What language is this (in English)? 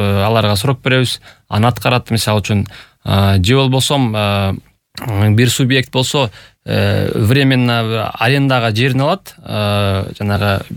Kyrgyz